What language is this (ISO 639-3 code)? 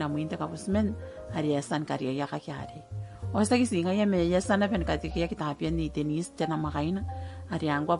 gil